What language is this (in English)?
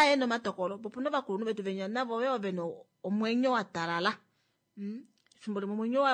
Kuanyama